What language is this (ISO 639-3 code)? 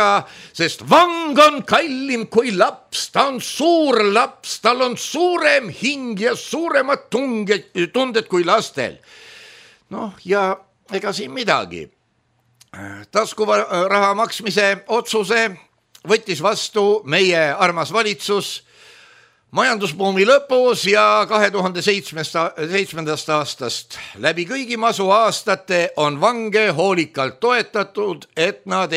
est